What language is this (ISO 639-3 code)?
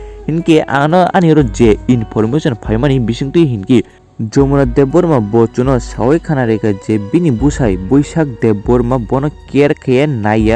trp